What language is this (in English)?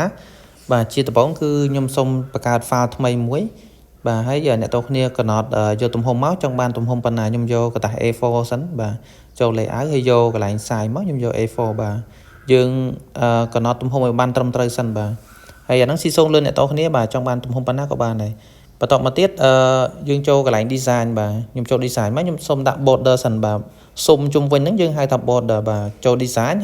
Khmer